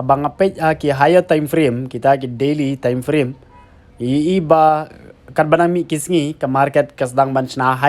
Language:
Khasi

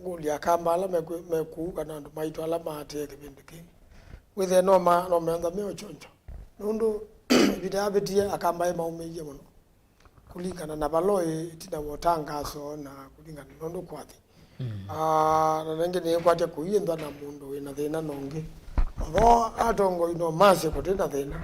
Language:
Kamba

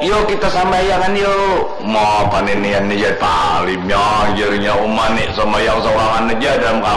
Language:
Banjar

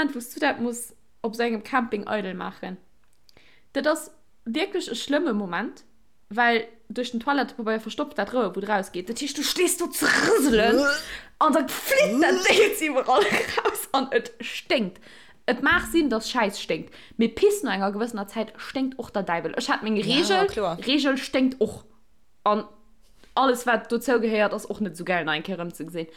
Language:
Luxembourgish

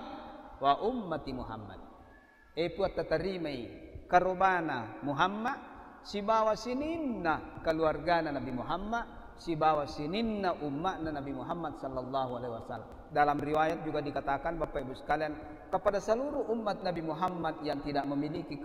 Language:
Buginese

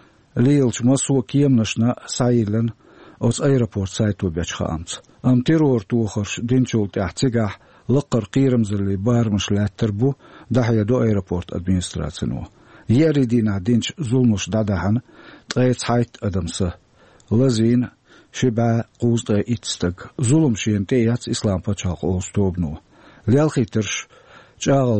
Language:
Chechen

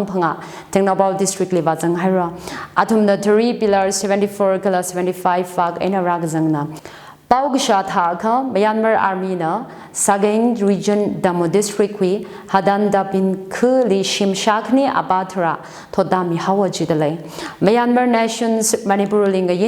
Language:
Tangkhul Naga (India)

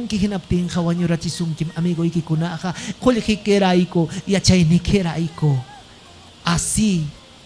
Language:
Ayacucho Quechua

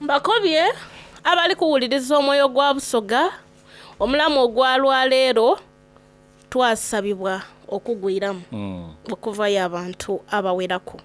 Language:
Soga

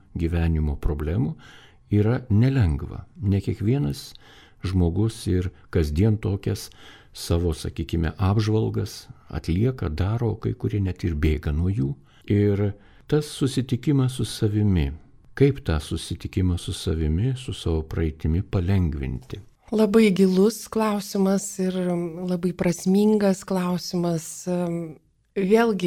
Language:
Lithuanian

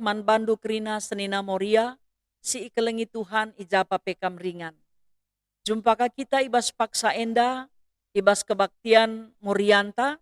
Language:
Batak Karo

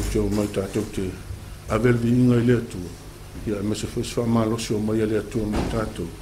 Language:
Samoan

